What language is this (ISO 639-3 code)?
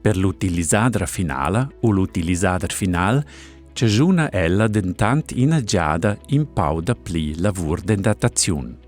roh